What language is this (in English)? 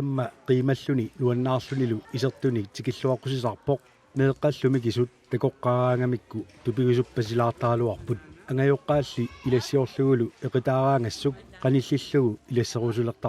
Kalaallisut